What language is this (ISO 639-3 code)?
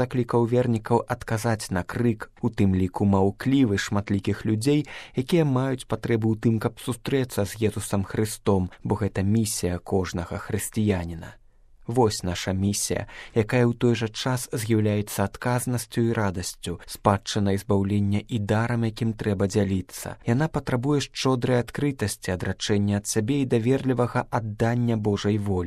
bel